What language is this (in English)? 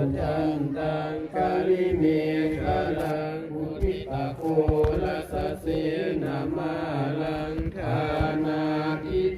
Pali